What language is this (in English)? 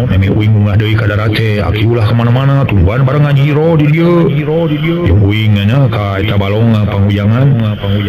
Sundanese